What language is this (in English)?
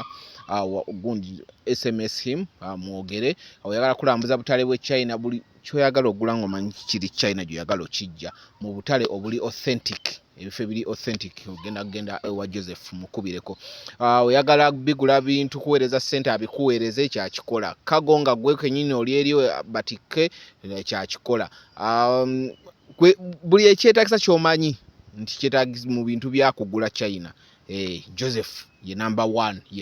Ganda